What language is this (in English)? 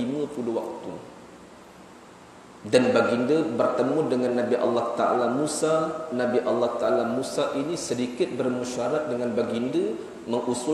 Malay